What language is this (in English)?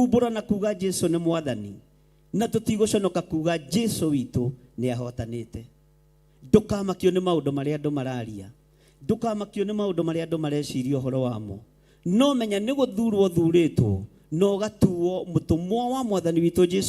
Kikuyu